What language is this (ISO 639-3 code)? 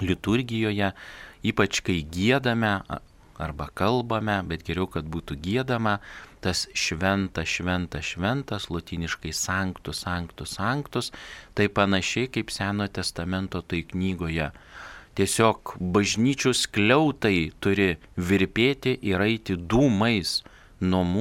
lit